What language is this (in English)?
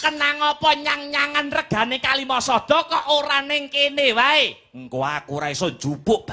Javanese